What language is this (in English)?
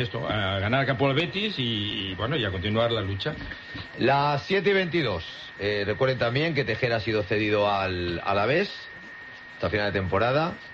Spanish